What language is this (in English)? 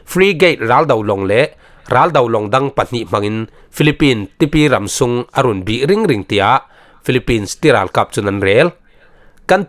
Falam Chin